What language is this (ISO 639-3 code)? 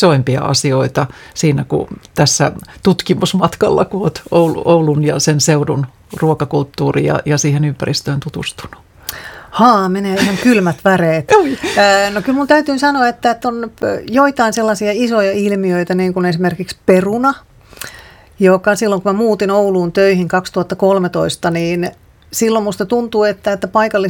fin